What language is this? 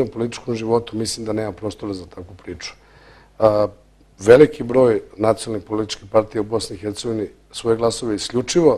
Bosnian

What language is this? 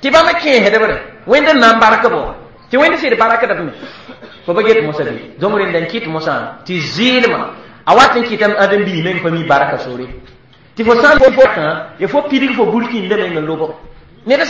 Mossi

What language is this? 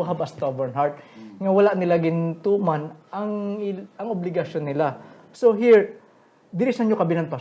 Hiligaynon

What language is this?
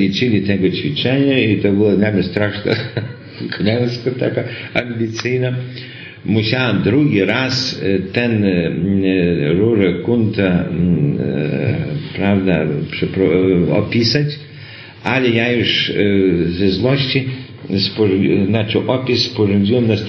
Polish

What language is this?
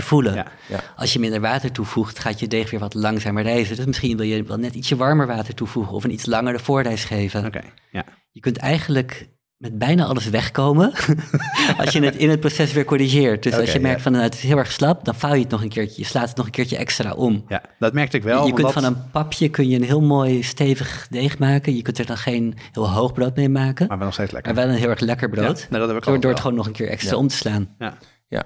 Dutch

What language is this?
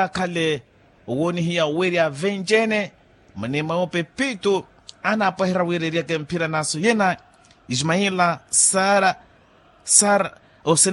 Makhuwa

